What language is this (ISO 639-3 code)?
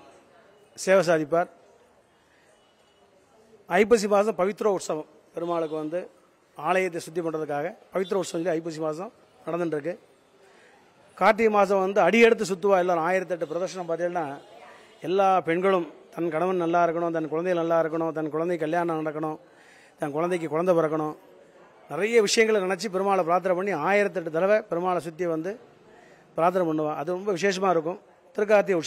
tam